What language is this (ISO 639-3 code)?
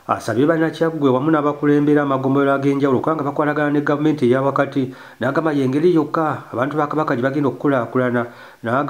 lug